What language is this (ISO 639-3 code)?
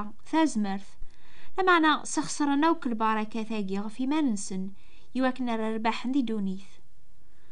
kab